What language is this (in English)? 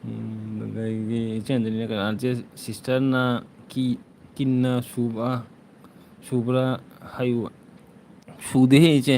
Manipuri